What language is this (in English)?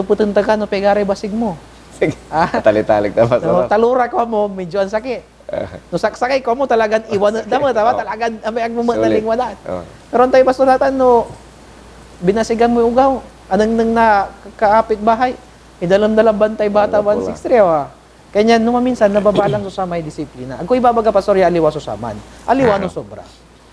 Pangasinan